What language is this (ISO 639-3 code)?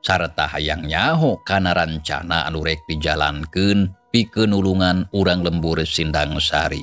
sun